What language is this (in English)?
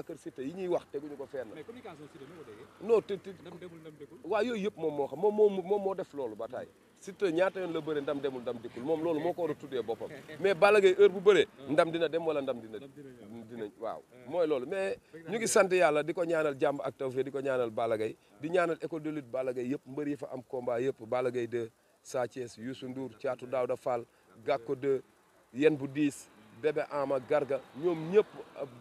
Wolof